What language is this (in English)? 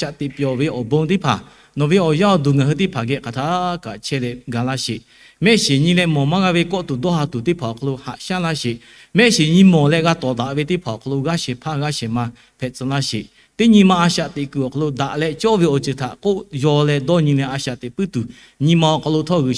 Lahu